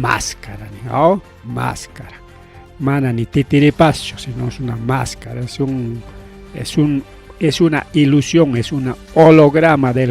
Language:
Ayacucho Quechua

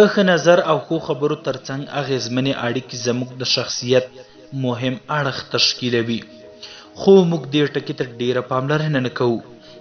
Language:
Pashto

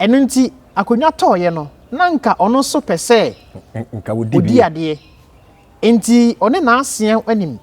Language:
Akan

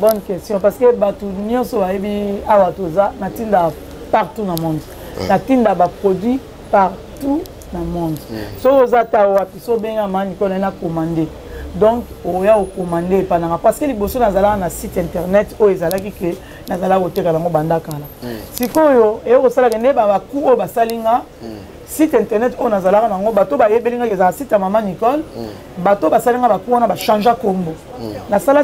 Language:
Lingala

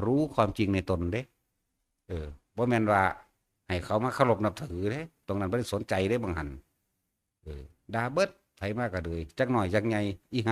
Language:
Northeastern Thai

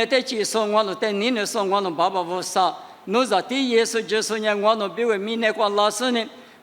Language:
Lisu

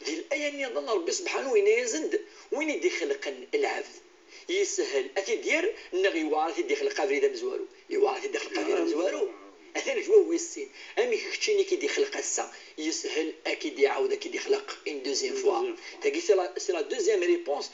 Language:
Kabyle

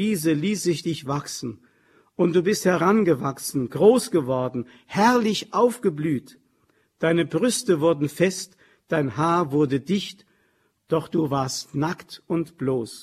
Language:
German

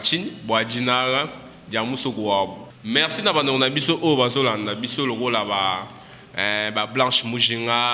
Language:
Luba-Lulua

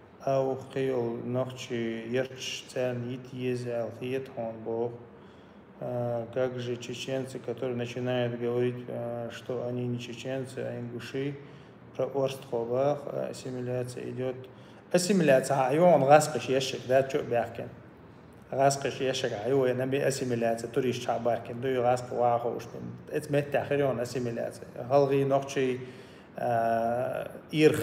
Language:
Chechen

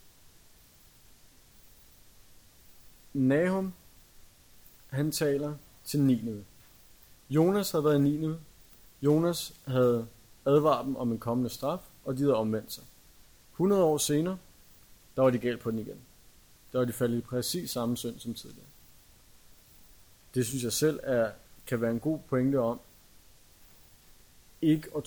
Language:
Danish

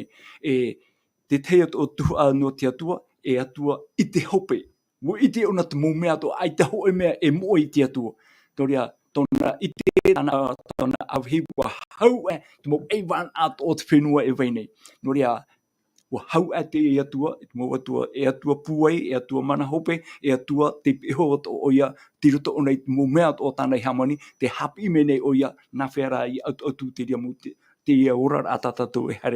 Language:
Tahitian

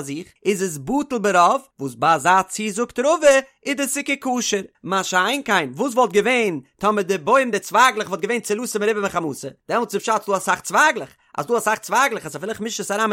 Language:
Yiddish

